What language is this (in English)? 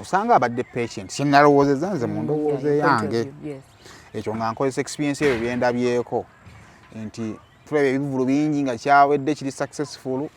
Ganda